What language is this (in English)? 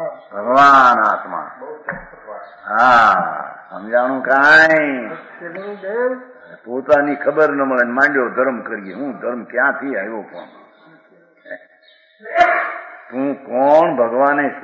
Gujarati